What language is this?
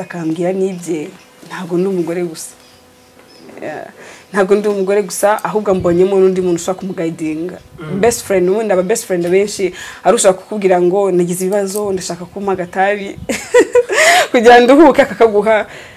Kinyarwanda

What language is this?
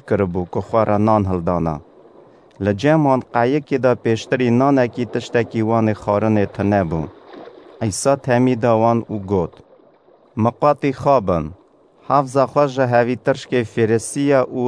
Kurdish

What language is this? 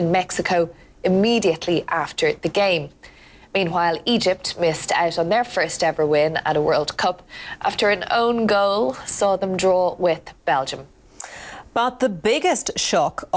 English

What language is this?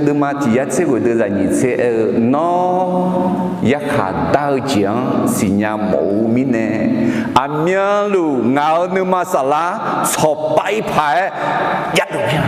Akha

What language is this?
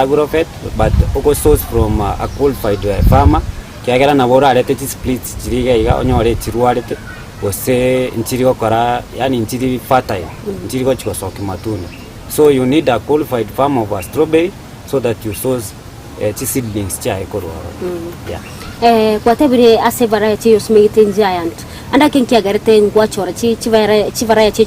Gusii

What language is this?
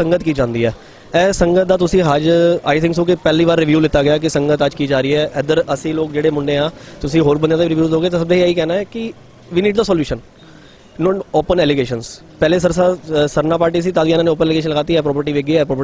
Punjabi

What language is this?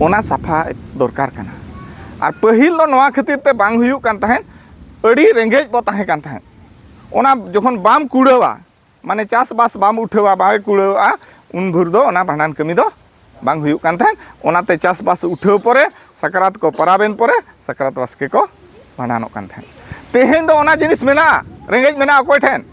Santali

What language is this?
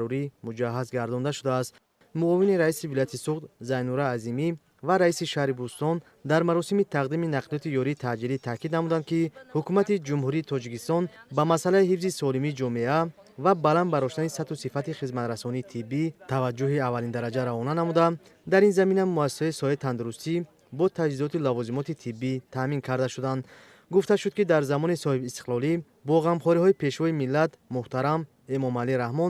Tajik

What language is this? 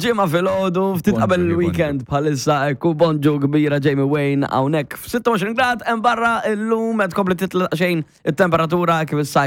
Maltese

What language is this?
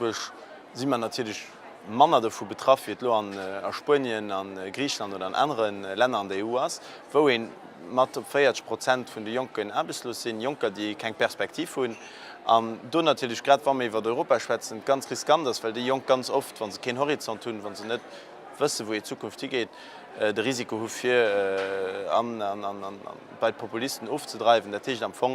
Luxembourgish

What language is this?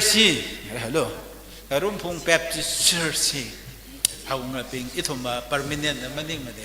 Tangkhul Naga (India)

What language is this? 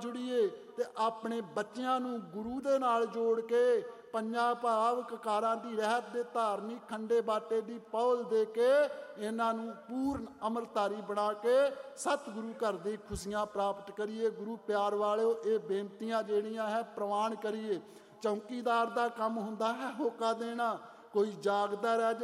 Punjabi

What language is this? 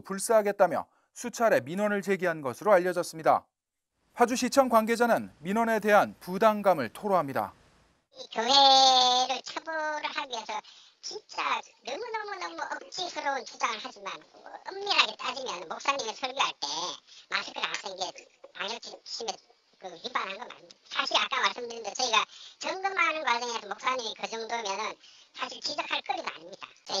Korean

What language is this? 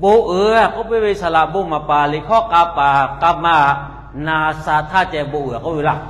Lahu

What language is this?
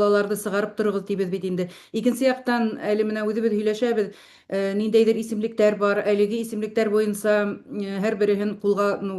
Bashkir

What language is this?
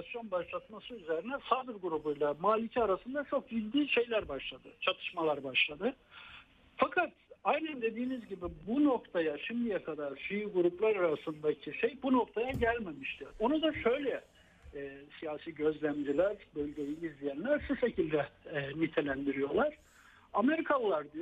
Turkish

